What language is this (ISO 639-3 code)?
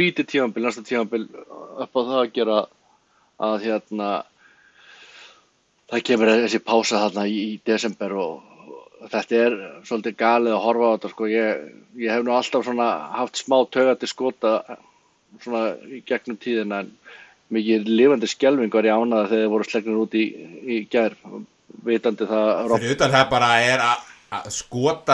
isl